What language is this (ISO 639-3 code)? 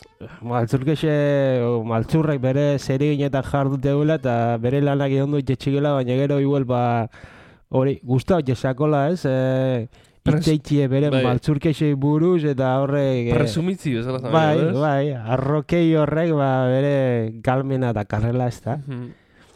eus